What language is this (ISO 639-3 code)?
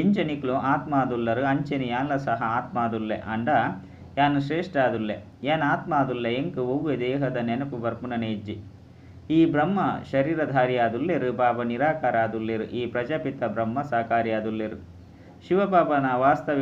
tcy